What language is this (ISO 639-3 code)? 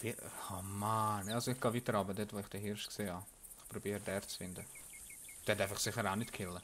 gsw